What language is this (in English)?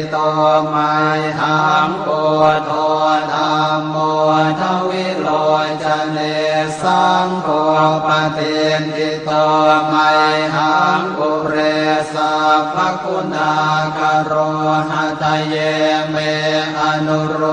Pali